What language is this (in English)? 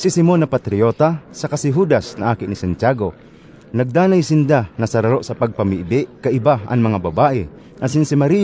Bikol